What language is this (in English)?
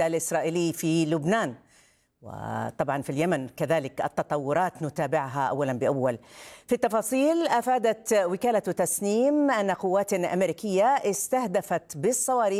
Arabic